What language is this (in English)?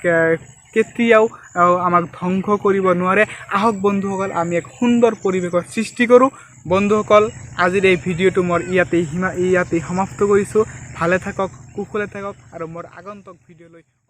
Assamese